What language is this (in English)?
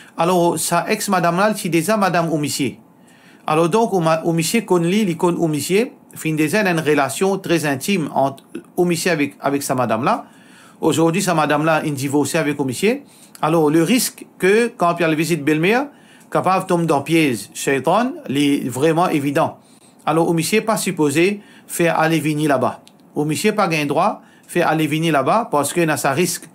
Morisyen